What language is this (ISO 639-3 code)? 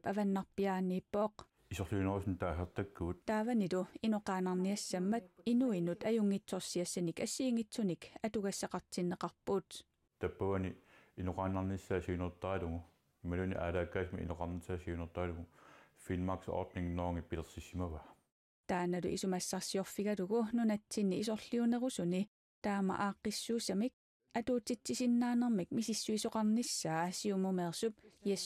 kal